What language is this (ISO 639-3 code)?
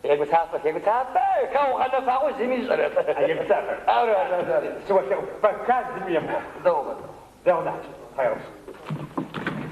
ady